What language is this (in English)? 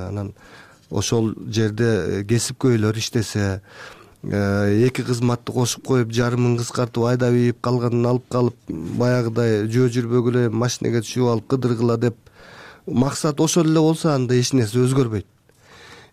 Kyrgyz